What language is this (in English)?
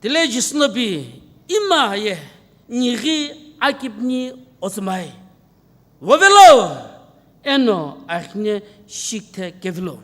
Sumi Naga